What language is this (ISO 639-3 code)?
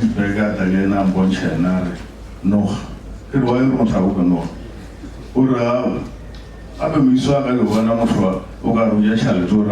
nso